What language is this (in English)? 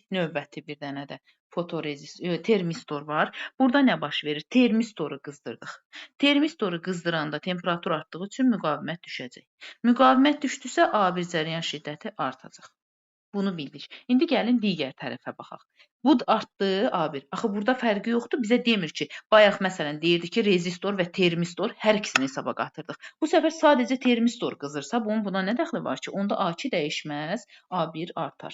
Azerbaijani